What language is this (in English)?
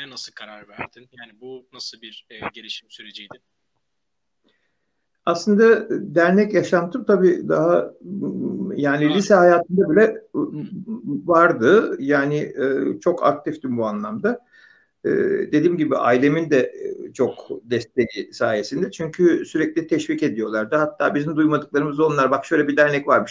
Turkish